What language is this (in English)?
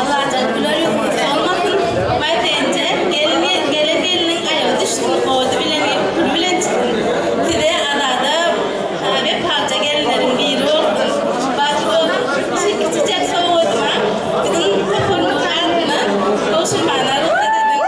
Turkmen